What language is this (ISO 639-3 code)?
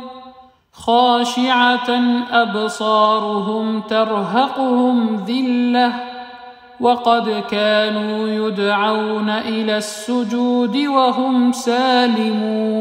ara